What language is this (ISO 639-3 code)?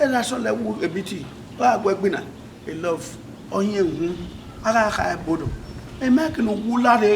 bin